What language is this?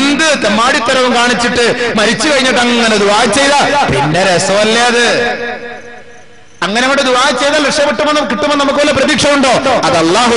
Malayalam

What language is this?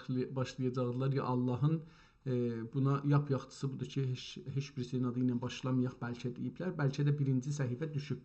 South Azerbaijani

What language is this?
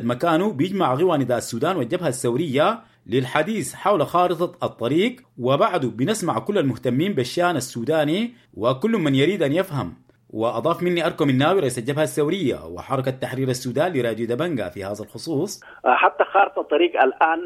Sudanese Arabic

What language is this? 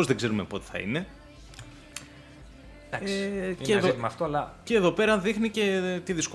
Greek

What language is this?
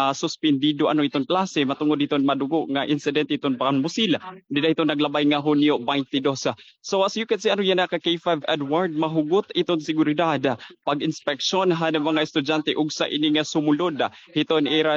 Waray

